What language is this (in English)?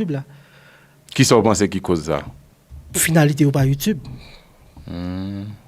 Haitian Creole